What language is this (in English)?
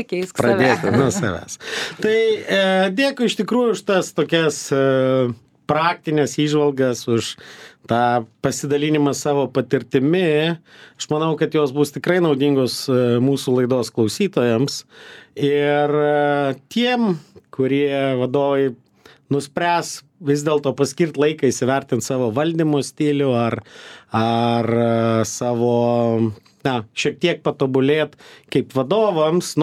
Lithuanian